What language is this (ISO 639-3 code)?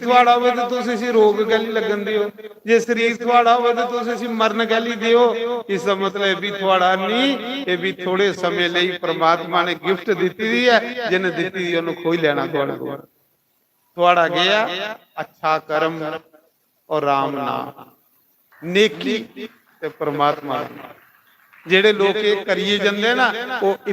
doi